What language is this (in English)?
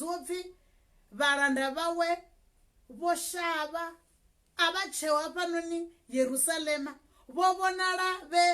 Venda